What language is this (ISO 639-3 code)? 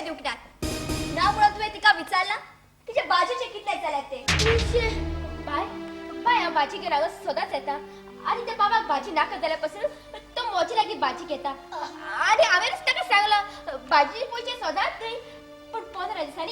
kok